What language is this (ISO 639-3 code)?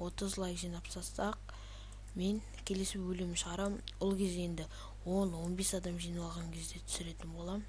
kaz